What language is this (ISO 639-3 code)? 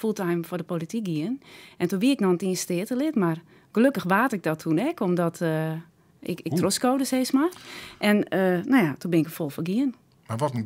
fry